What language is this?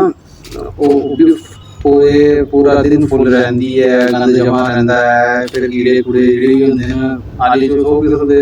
Dogri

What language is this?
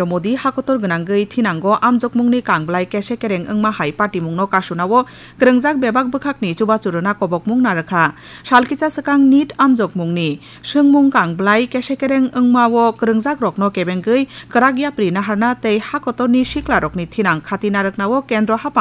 Kok Borok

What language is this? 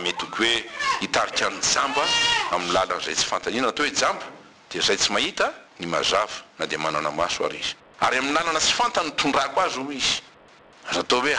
Malagasy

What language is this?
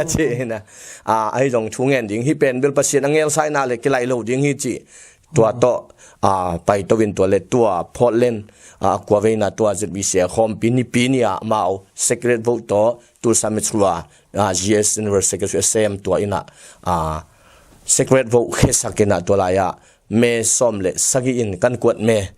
Tedim Chin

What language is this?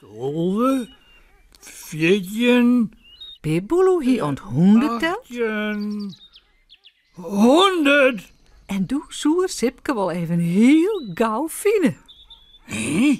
Western Frisian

